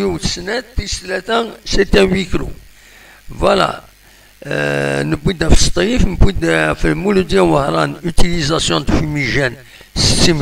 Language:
Kabyle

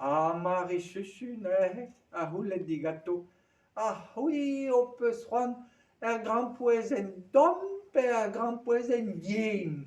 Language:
Breton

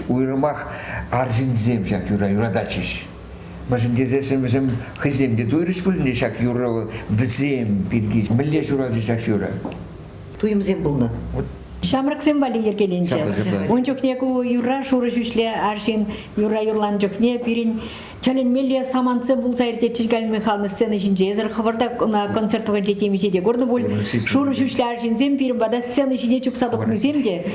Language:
Chuvash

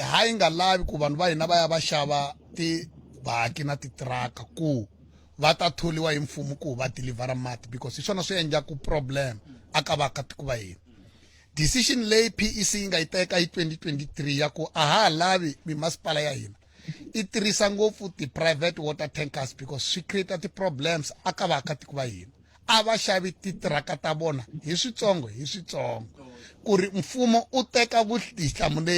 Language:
Tsonga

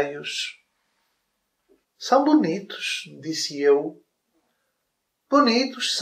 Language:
Portuguese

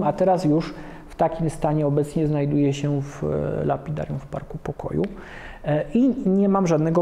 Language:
Polish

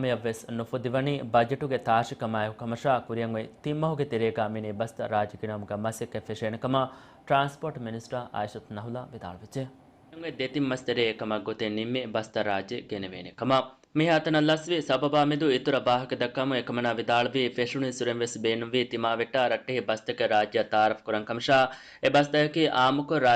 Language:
Divehi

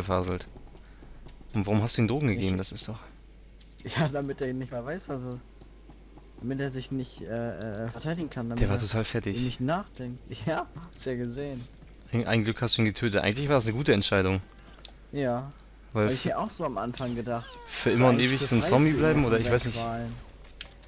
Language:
German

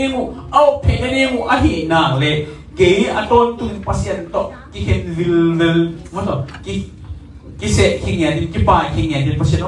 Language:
Tedim Chin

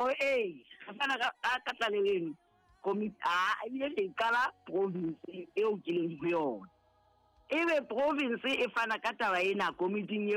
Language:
Southern Sotho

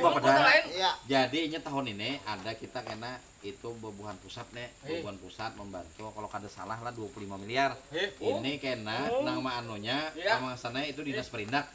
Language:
Banjar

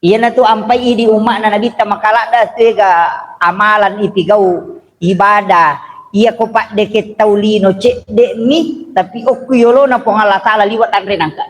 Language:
Buginese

